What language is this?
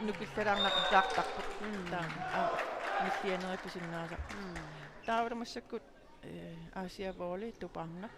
Kalaallisut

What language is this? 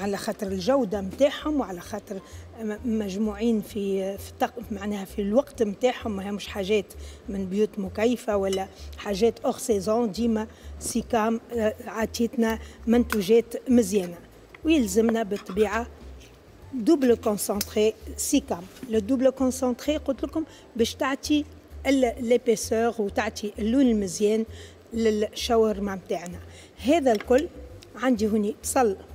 Tunisian Arabic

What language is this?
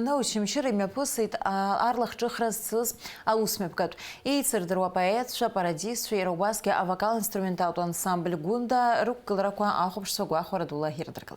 Abkhazian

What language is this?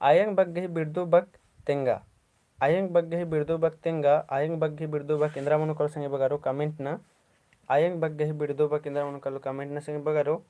Kurukh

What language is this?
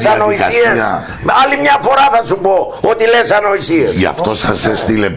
Greek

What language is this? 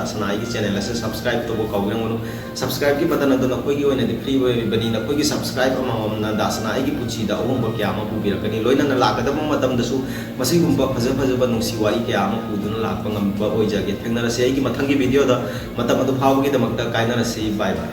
Manipuri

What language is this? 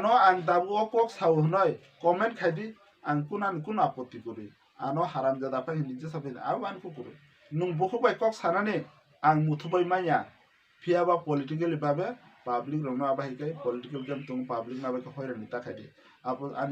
Kok Borok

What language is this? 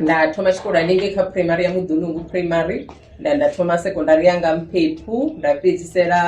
Venda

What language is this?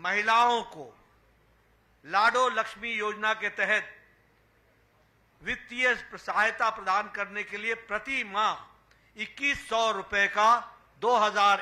Hindi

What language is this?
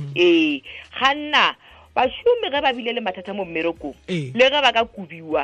Tswana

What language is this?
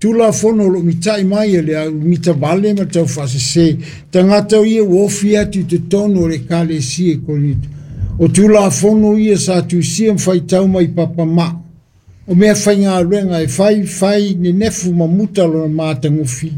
Samoan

